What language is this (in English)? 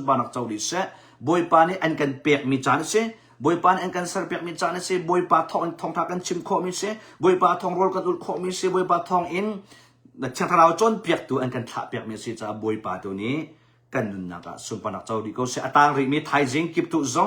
Hakha Chin